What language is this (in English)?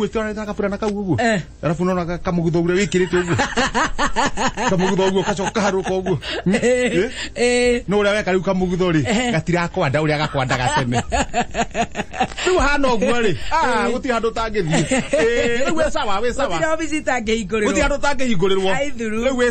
Kikuyu